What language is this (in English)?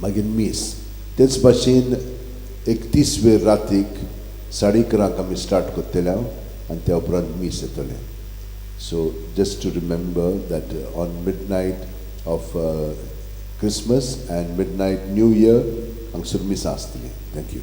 Konkani